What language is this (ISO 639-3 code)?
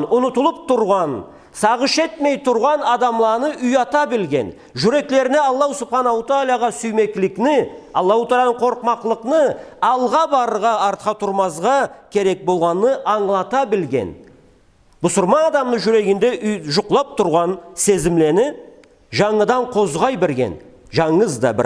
krc